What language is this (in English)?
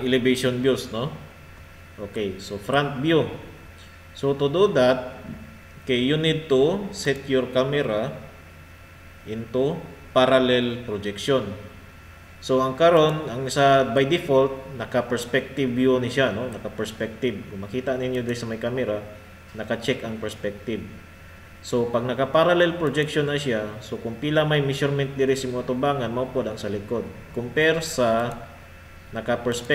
Cebuano